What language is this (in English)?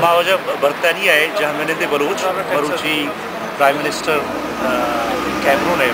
Baluchi